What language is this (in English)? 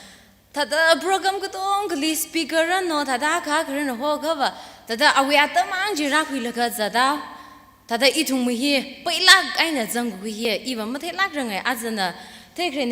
Tangkhul Naga (India)